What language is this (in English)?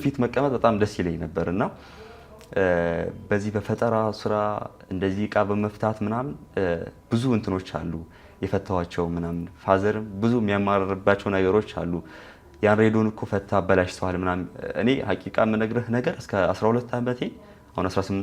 Amharic